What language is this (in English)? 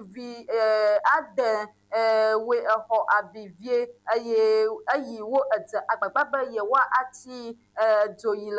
Ewe